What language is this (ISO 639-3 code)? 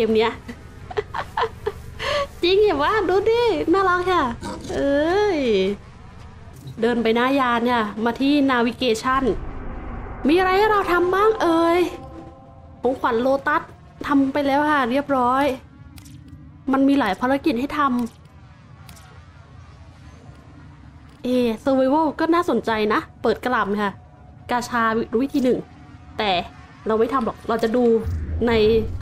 tha